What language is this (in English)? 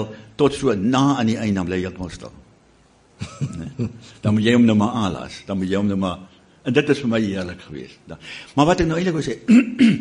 Afrikaans